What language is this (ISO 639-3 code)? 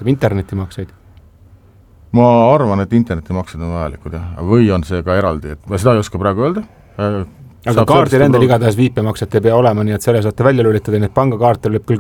est